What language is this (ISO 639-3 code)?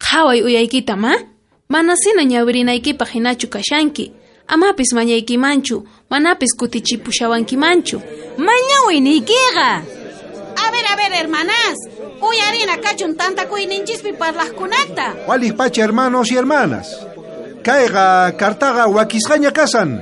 quh